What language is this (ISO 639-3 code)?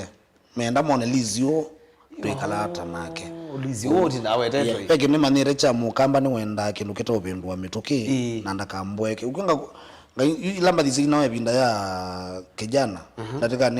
kam